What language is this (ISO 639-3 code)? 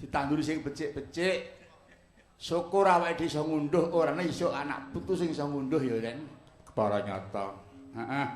jav